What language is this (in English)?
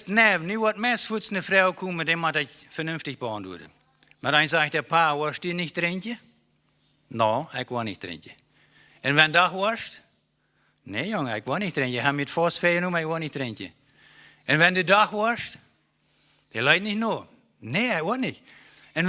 Plautdietsch